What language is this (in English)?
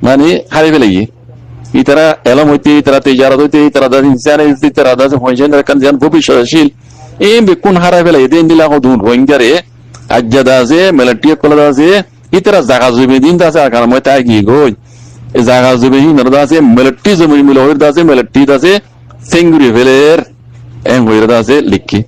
Rohingya